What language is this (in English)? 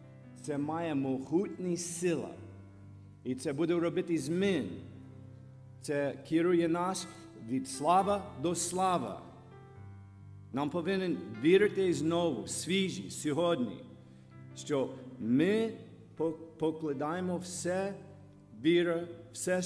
Ukrainian